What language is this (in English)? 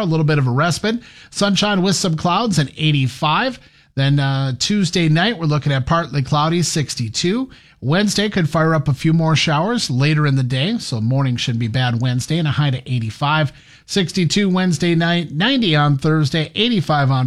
English